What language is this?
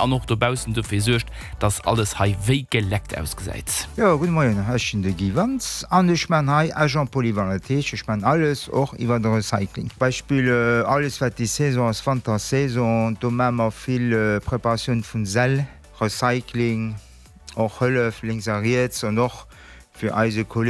Luxembourgish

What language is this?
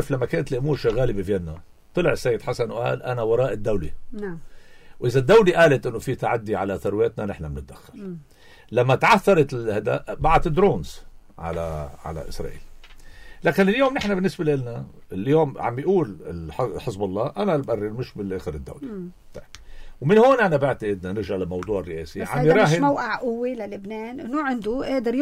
North Levantine Arabic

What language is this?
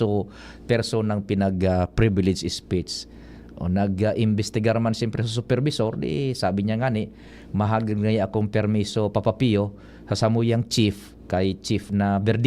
Bikol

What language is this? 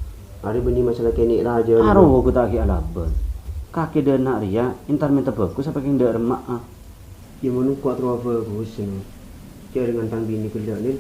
Madurese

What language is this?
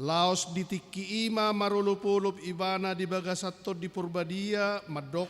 Batak Toba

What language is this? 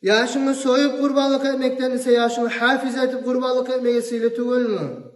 Kumyk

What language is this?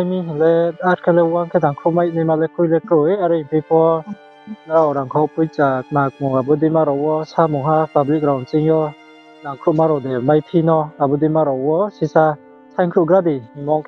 Riang (India)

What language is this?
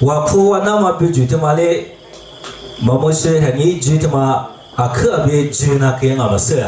Lisu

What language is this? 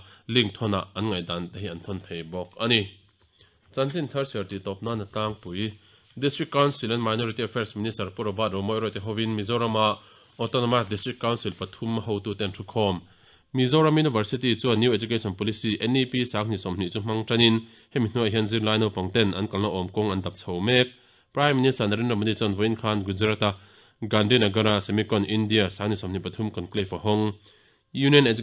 Mizo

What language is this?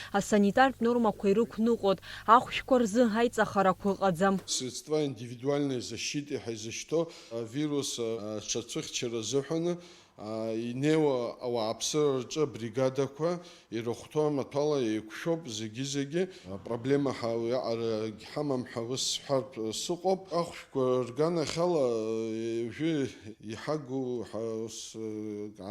Abkhazian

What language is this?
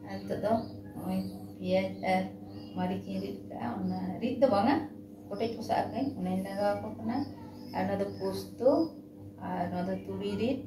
Santali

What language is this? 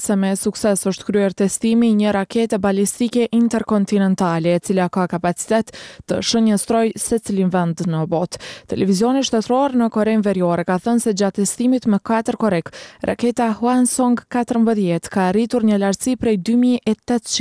Albanian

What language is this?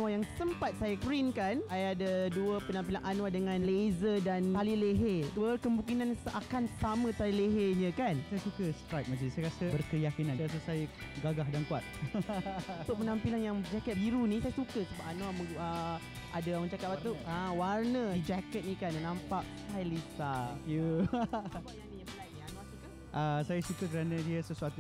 Malay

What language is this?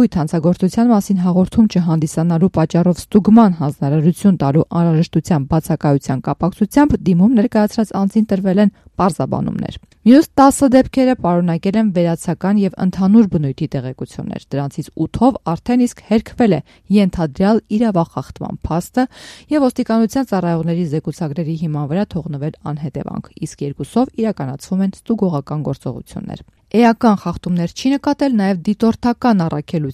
Armenian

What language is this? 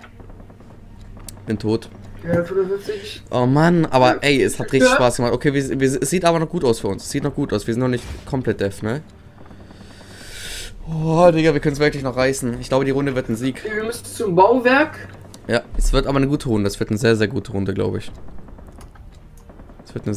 German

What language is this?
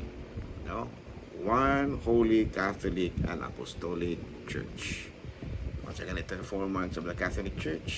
Cebuano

